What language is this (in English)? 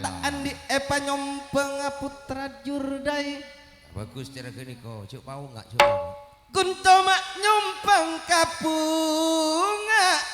Madurese